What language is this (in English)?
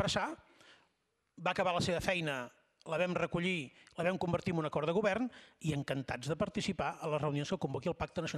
Catalan